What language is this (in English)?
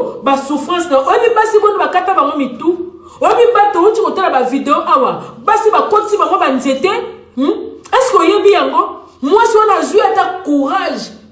Lingala